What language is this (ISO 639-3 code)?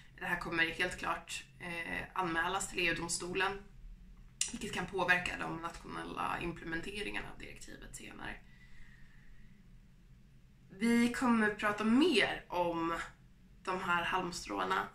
swe